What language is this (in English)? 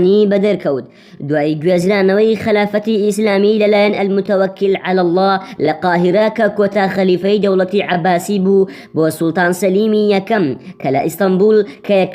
Central Kurdish